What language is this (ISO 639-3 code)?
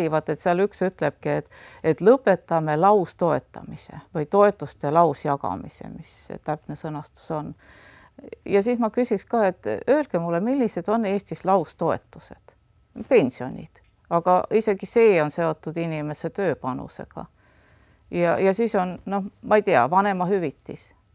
est